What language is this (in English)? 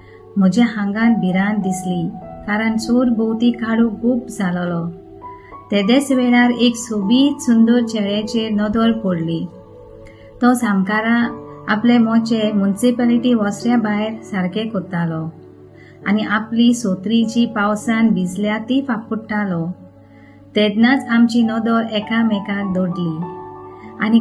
Konkani